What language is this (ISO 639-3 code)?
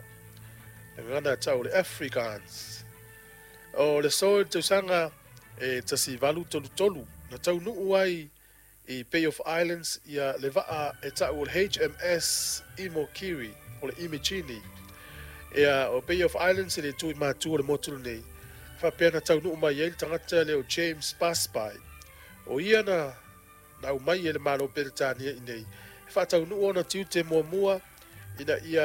smo